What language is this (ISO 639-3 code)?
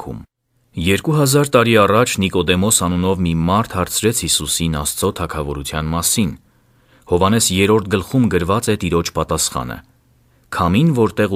hye